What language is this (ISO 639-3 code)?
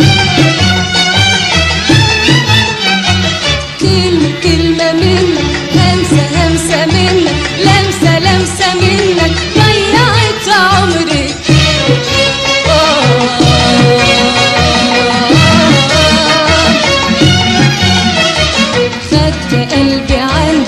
arz